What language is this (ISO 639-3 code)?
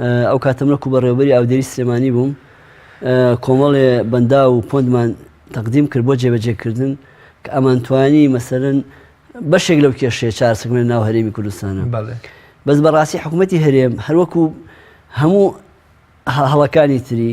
ckb